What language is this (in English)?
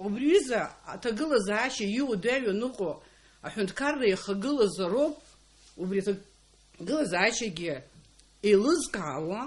Abkhazian